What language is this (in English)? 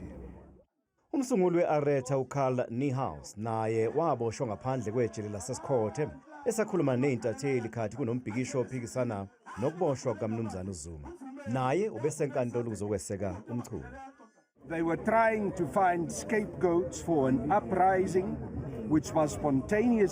Zulu